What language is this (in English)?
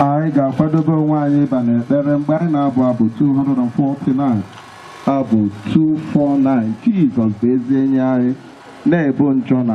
Igbo